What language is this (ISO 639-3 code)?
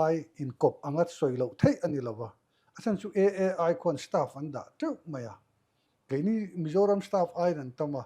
lus